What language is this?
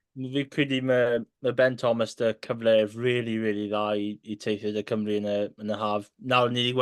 Welsh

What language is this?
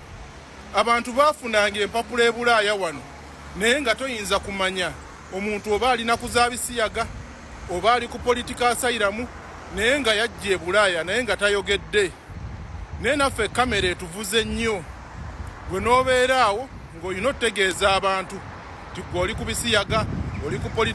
Ganda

